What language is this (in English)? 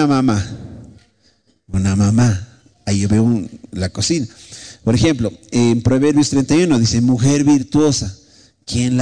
Spanish